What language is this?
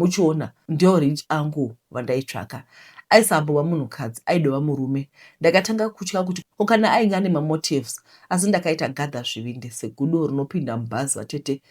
Shona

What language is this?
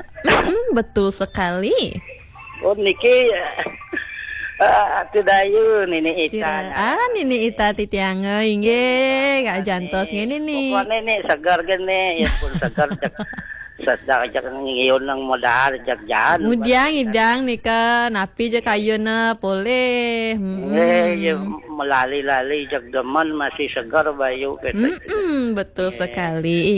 Balinese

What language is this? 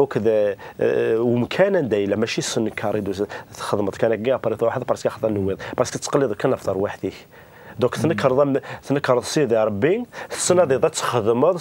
Kabyle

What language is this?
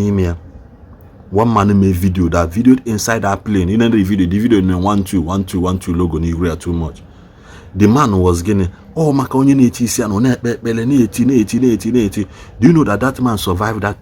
Igbo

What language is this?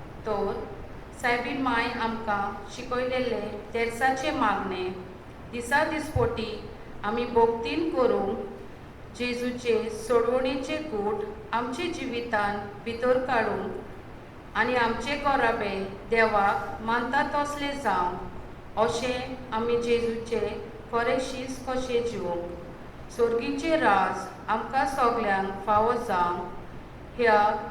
Konkani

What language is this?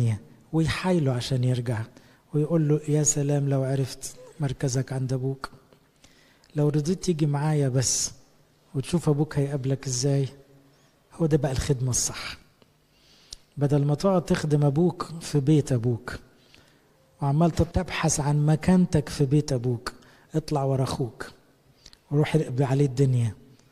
Egyptian Arabic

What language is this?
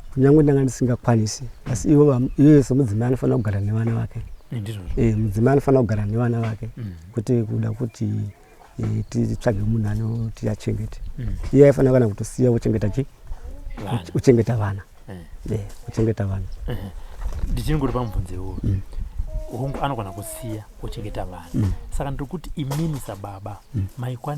Shona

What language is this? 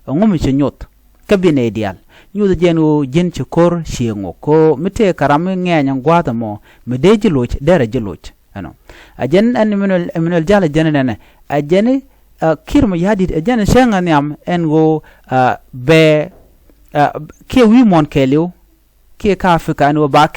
Nuer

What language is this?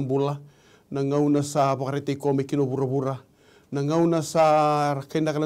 Fijian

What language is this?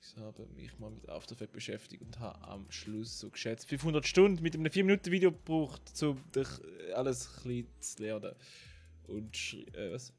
Swiss German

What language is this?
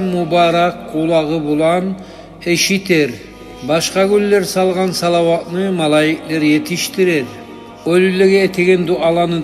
Kumyk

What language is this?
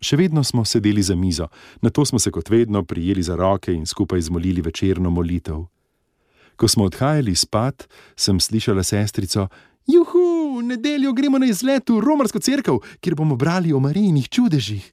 Slovenian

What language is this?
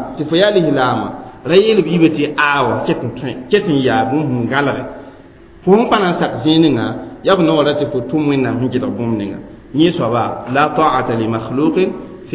Mossi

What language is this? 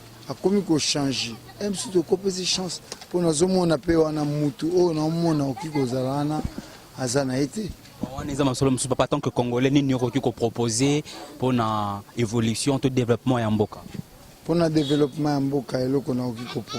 Lingala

